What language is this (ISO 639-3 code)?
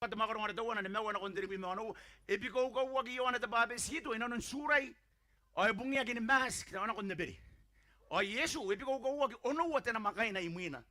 gil